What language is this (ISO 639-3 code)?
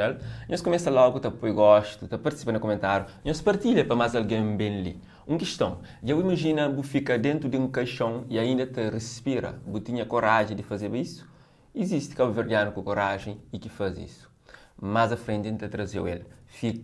kea